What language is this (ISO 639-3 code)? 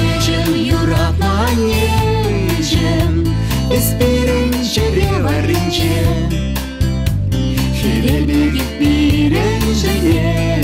chv